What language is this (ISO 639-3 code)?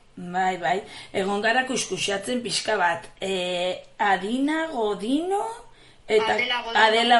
eus